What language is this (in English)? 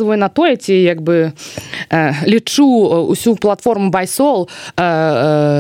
Belarusian